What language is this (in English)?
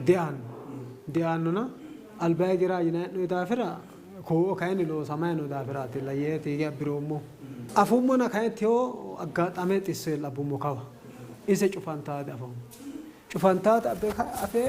Sidamo